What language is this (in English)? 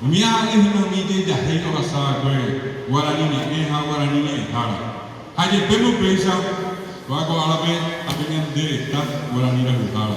Guarani